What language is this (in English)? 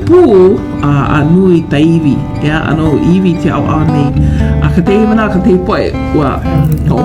Hawaiian